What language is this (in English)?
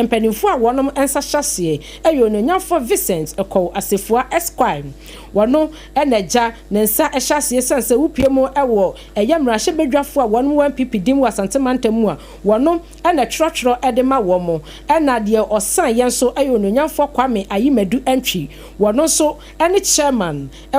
Akan